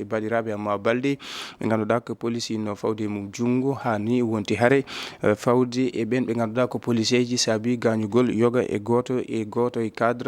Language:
Fula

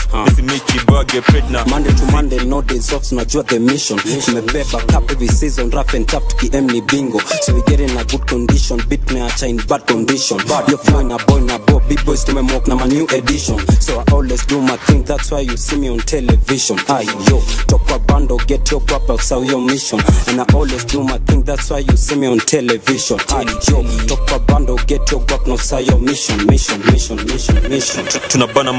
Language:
Swahili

